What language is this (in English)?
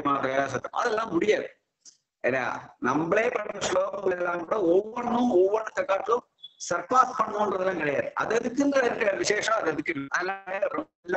Tamil